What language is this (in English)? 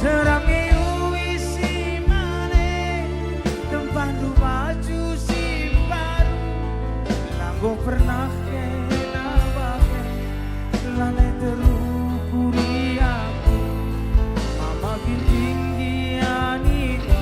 Batak Karo